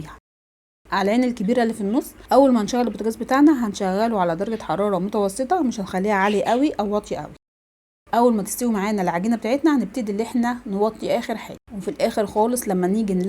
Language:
Egyptian Arabic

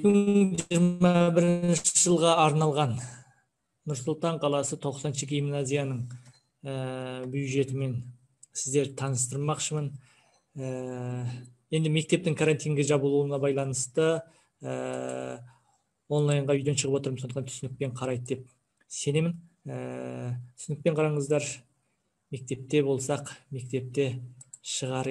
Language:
Kazakh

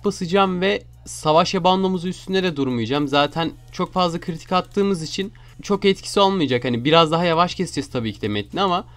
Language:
Turkish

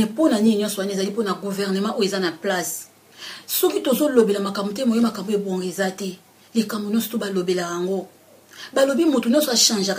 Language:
Lingala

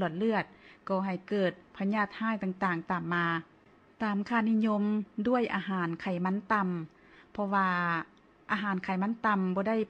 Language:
Lao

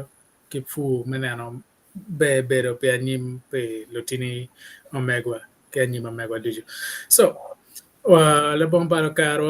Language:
Acoli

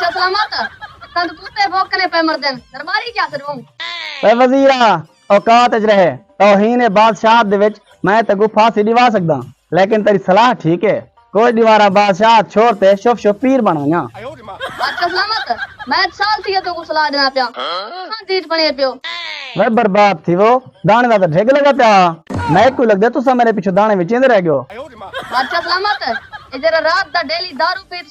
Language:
Saraiki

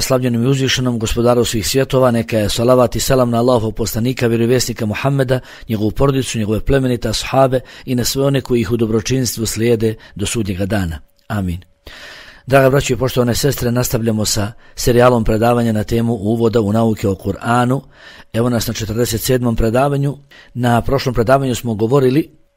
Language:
Bosnian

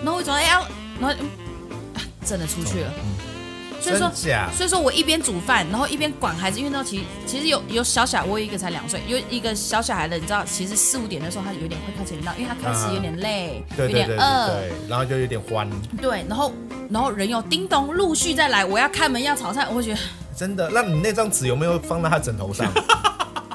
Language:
Chinese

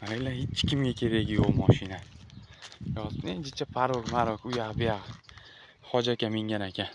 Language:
Uzbek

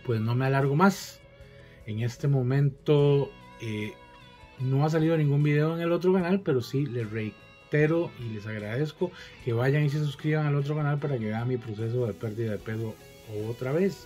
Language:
Spanish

